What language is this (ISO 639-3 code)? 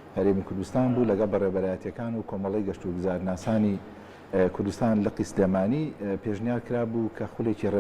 ckb